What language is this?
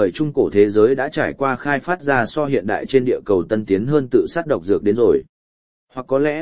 Vietnamese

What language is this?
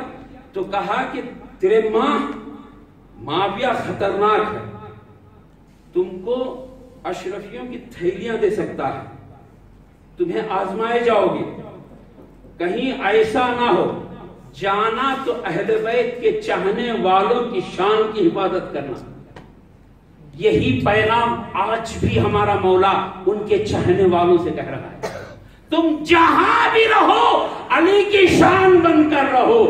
Urdu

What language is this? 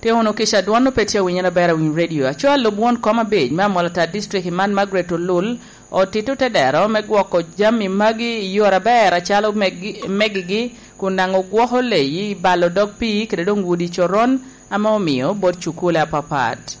Lango (Uganda)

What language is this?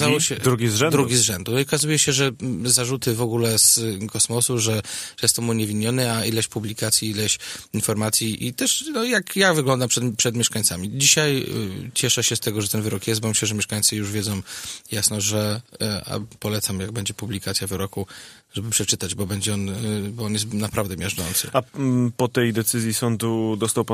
Polish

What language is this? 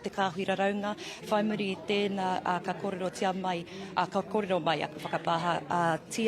Māori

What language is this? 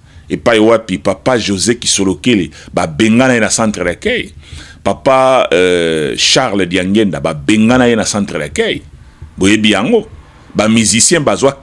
Lingala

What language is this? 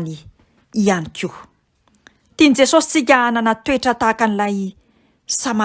Malagasy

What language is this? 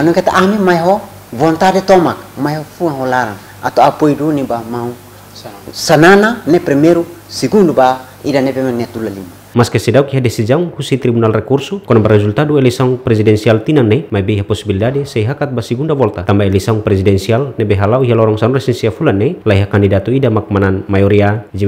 Tetum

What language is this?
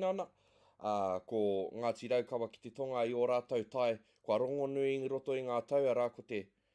Māori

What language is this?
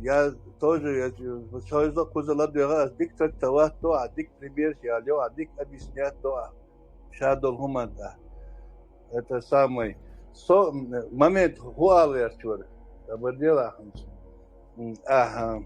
Chechen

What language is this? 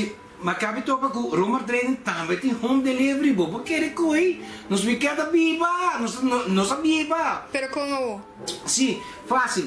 Papiamento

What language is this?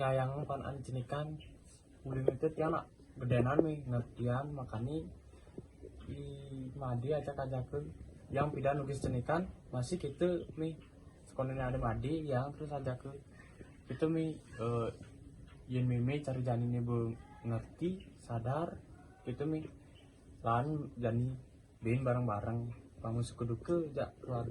Balinese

